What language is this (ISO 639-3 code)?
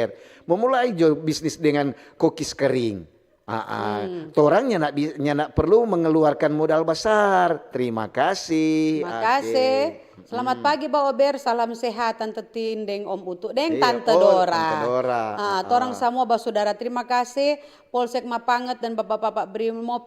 xmm